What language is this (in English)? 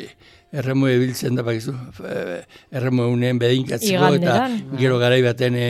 Basque